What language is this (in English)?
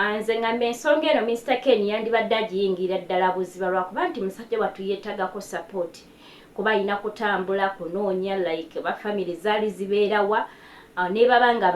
Ganda